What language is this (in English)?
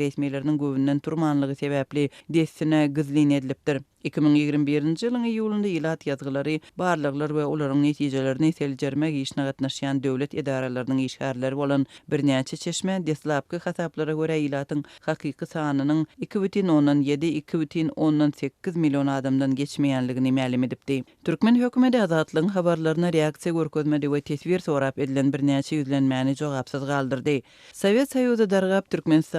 Turkmen